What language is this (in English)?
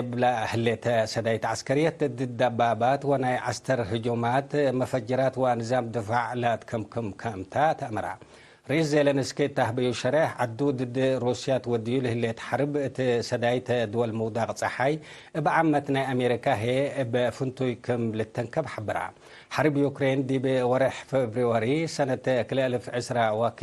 Tigre